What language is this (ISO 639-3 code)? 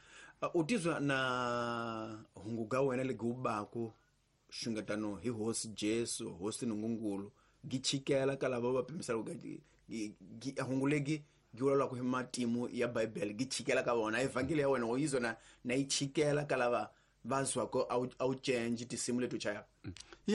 tso